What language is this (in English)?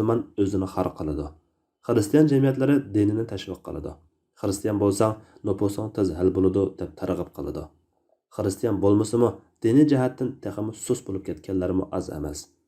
Uyghur